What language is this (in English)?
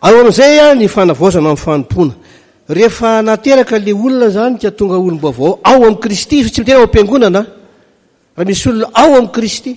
Malagasy